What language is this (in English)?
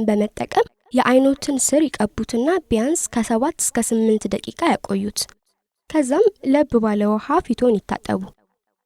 Amharic